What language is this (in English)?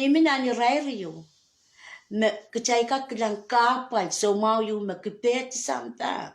Pohnpeian